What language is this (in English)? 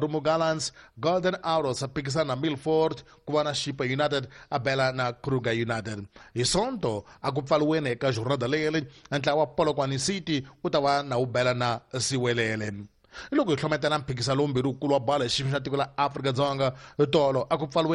Tsonga